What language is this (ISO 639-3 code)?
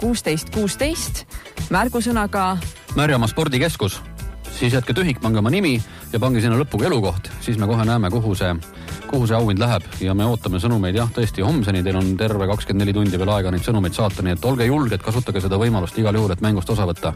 est